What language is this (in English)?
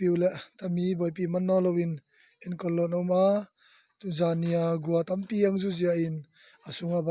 Tedim Chin